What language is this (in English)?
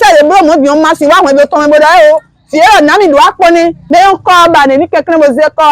Fon